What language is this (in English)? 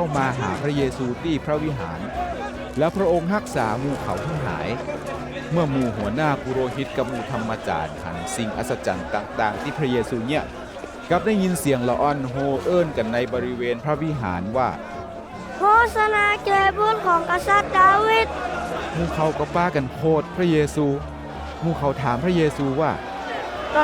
Northern Thai